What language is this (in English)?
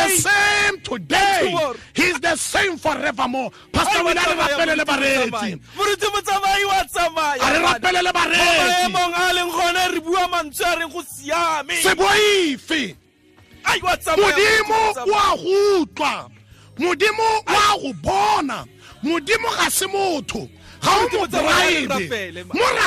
Tswana